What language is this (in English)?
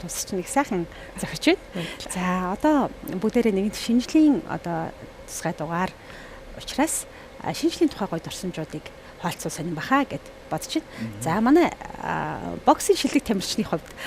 Mongolian